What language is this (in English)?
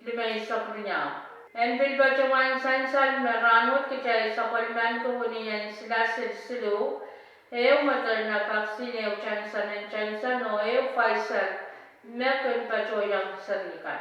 Pohnpeian